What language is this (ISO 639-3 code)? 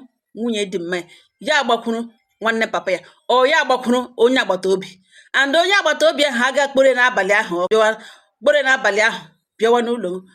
ibo